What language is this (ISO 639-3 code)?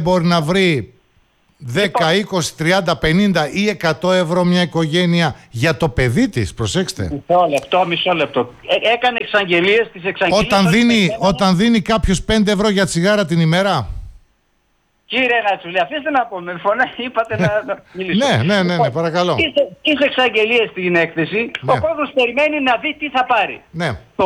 ell